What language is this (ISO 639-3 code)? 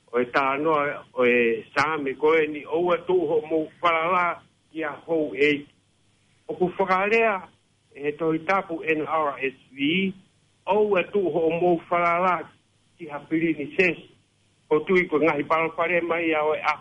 ton